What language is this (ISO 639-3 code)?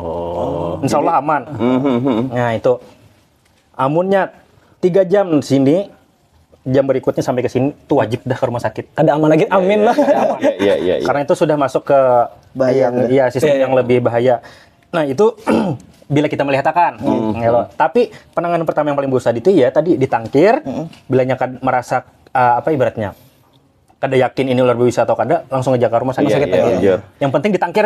bjn